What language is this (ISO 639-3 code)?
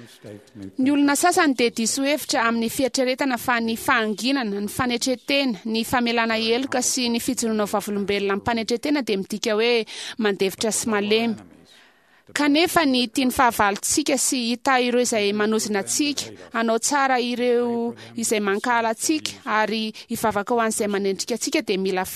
mlg